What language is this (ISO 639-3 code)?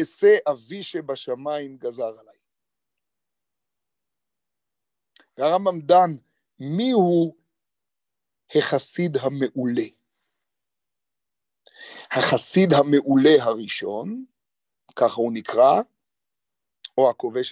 heb